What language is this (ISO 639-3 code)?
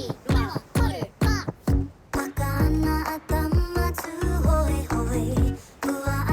mri